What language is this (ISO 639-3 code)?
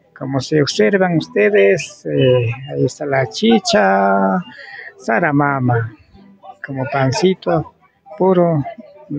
qvi